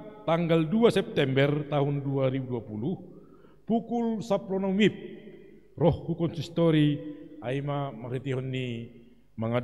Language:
Batak Simalungun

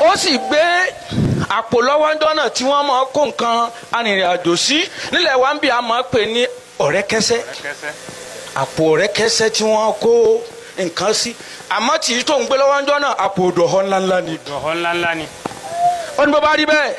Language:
Yoruba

